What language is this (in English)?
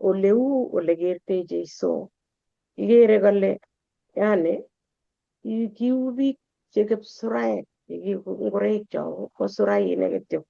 Kalenjin